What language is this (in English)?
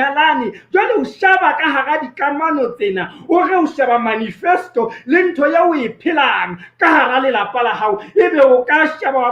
Southern Sotho